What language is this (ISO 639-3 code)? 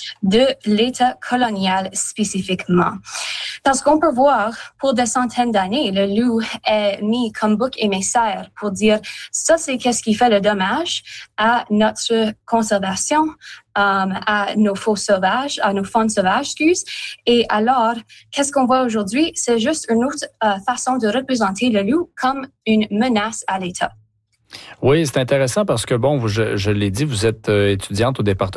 fra